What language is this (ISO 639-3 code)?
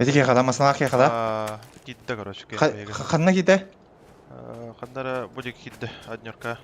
sah